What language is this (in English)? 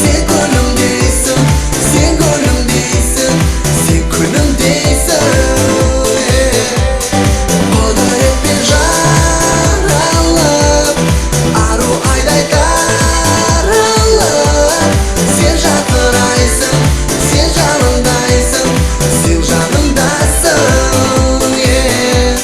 Kara-Kalpak